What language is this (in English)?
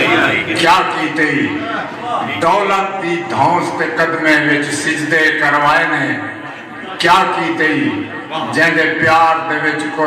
Saraiki